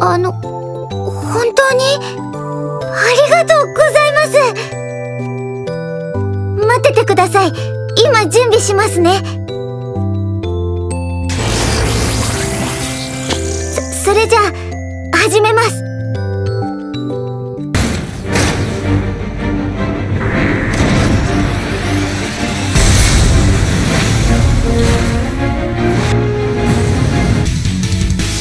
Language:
Japanese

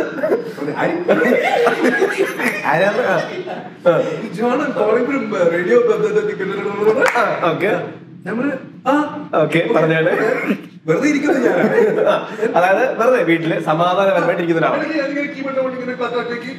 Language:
Malayalam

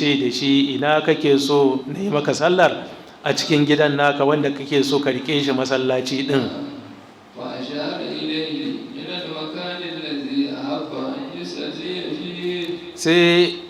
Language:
Hausa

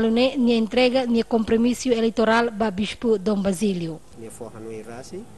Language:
Tetum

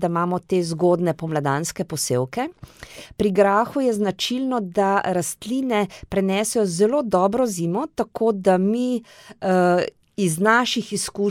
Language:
Slovenian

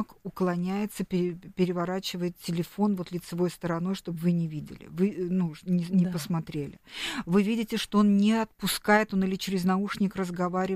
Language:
Russian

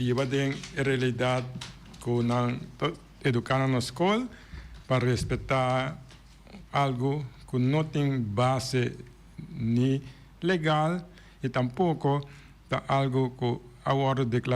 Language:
Papiamento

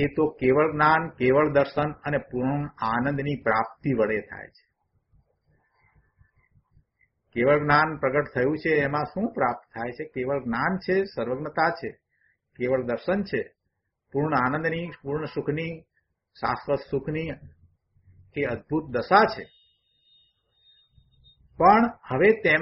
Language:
Gujarati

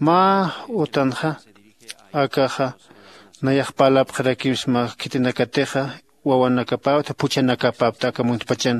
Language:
Aymara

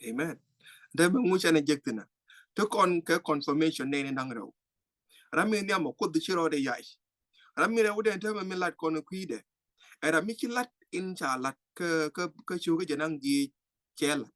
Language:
Nuer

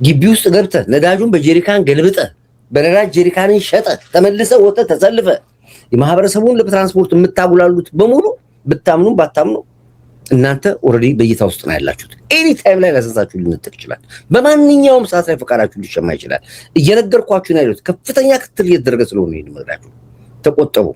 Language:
Amharic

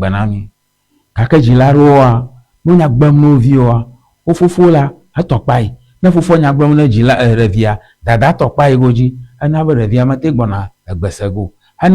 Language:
Ewe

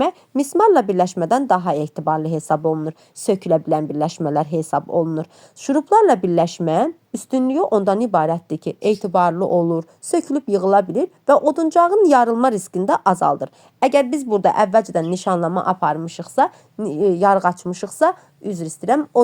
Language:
Azerbaijani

